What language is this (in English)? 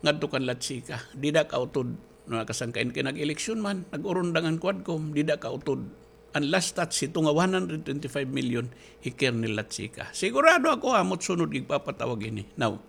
Waray